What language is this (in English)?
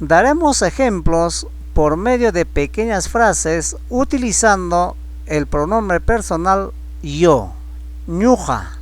Ayacucho Quechua